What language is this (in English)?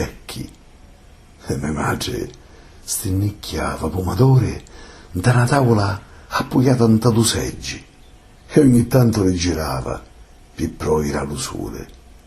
Sicilian